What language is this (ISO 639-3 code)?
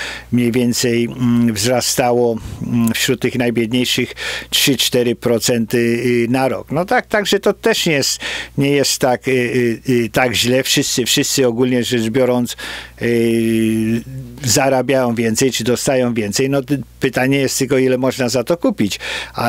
pol